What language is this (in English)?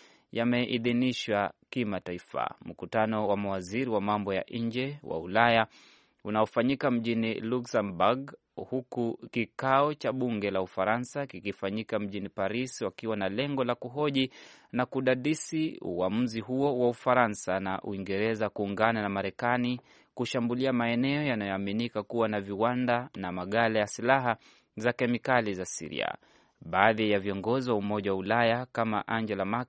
Swahili